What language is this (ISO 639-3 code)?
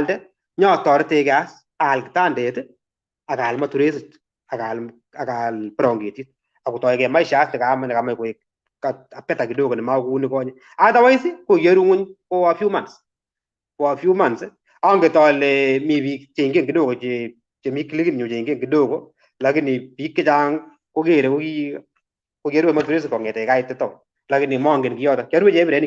kln